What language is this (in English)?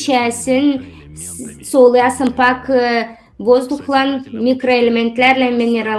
Gagauz